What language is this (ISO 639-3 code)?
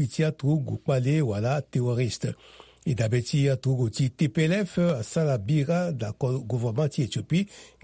sag